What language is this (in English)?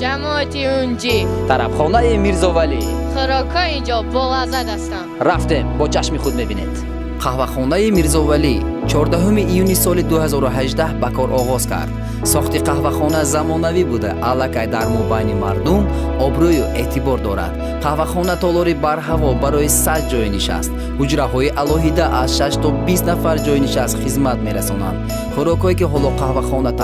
Tajik